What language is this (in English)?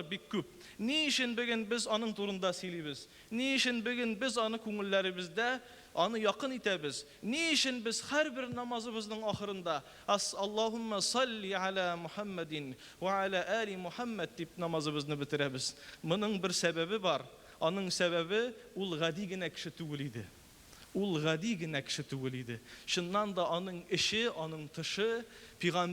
Tatar